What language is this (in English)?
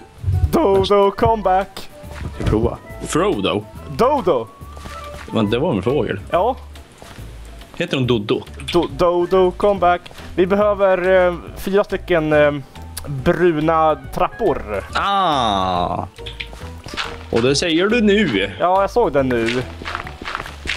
Swedish